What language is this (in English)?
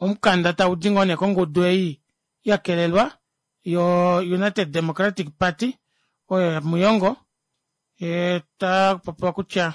Kuanyama